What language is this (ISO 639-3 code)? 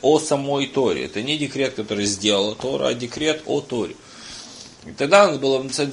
rus